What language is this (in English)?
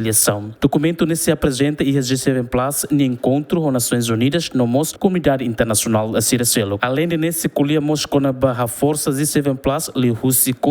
Tetum